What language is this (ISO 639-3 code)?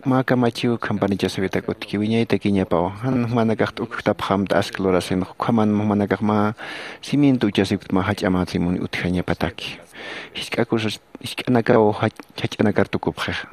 aym